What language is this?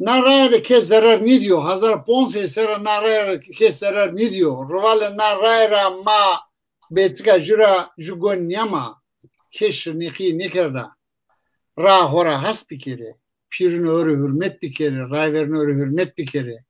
Zaza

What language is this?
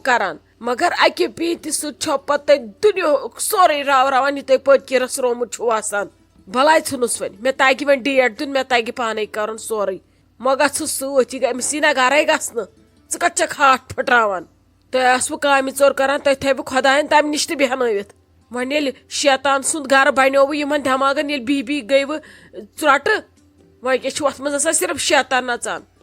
Kashmiri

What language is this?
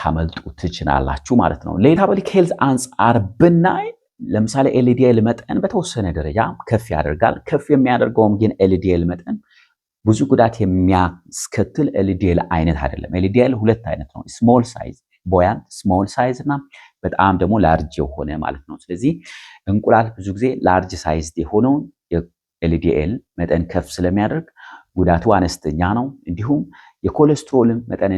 Amharic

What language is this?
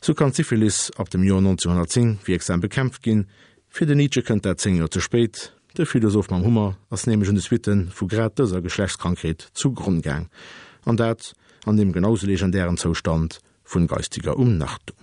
Luxembourgish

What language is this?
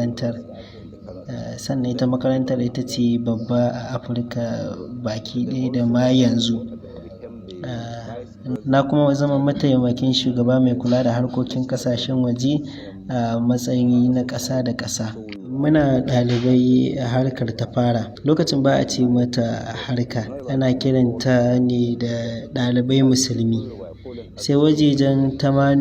Hausa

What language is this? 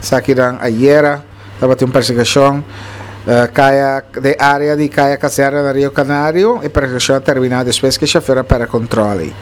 Papiamento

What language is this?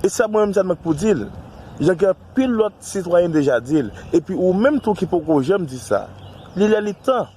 Haitian Creole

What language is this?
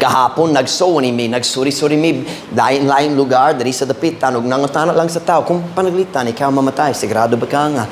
Cebuano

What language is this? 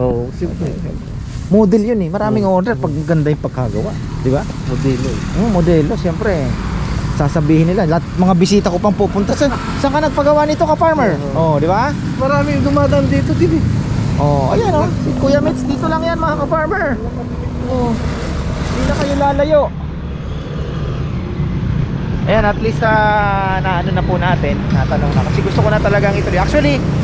Filipino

